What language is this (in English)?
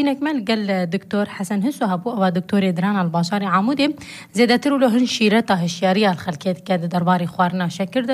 Kurdish